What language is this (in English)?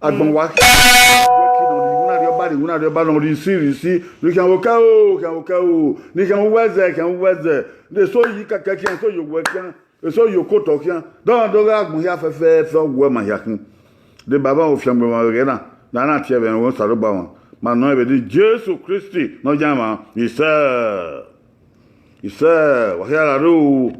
Bini